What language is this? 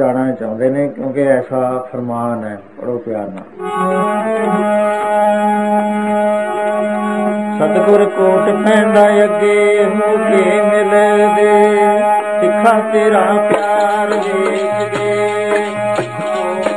Punjabi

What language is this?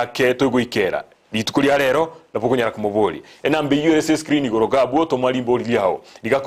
Gusii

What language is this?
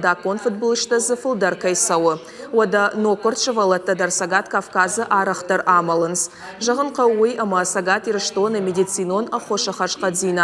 Ossetic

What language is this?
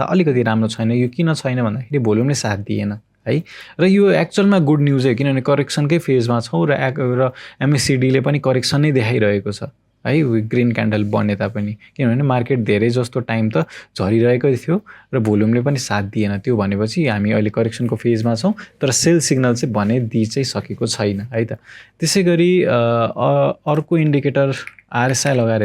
Nepali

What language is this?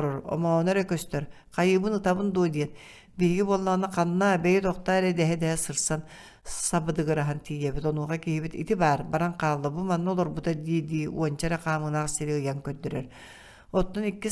Yakut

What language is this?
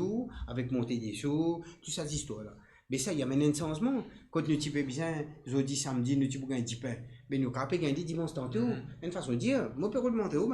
Morisyen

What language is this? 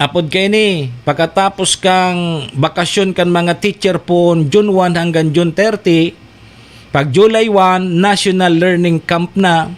Bikol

